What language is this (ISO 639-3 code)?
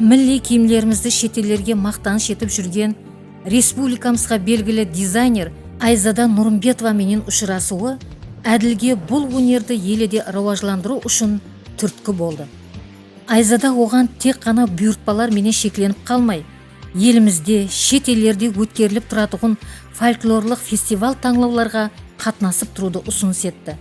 kaa